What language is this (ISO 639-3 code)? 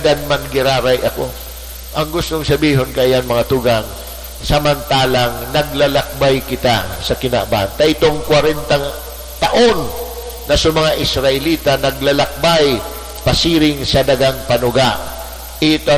bik